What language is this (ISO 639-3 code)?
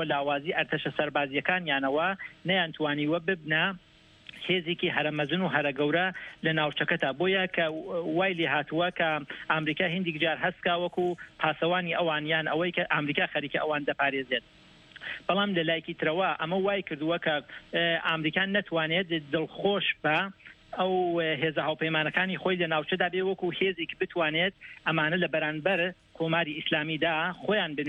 ckb